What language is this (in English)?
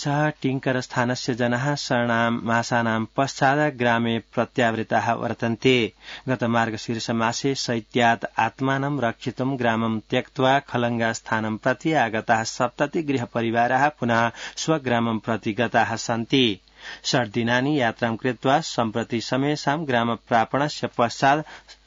Sanskrit